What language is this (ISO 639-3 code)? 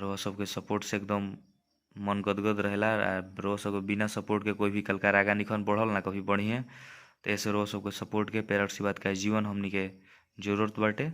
bho